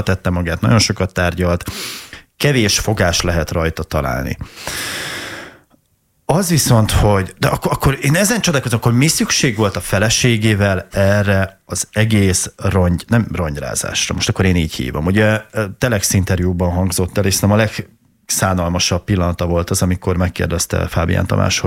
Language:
Hungarian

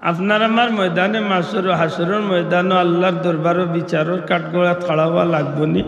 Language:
Sylheti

